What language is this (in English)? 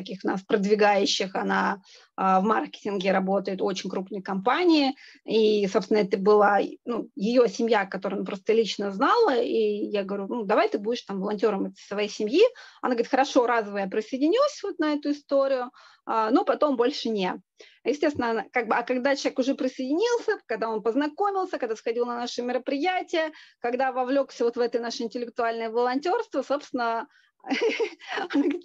Russian